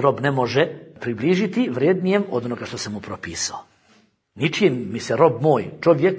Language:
Bosnian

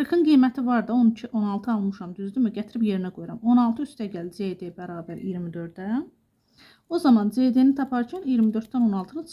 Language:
Azerbaijani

